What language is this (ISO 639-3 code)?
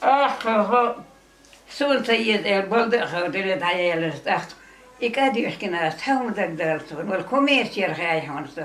che